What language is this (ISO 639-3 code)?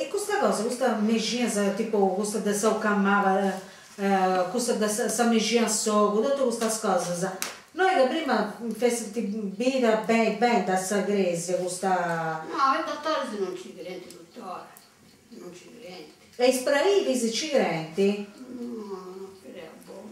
srd